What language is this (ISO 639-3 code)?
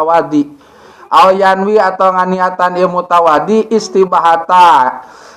sun